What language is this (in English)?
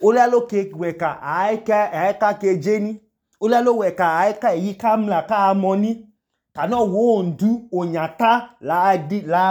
Idoma